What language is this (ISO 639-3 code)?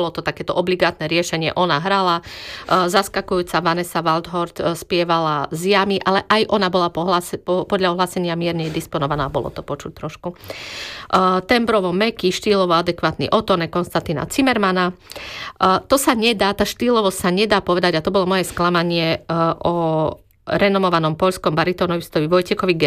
slk